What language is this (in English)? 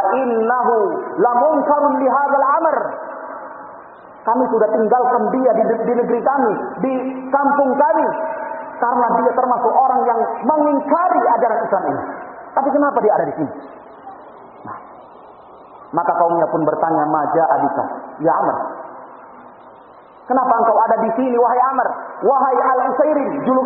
Indonesian